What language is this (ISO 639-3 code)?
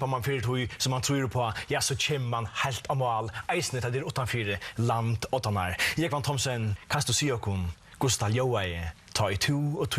fao